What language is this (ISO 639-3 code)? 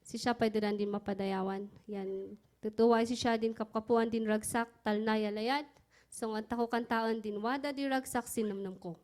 kne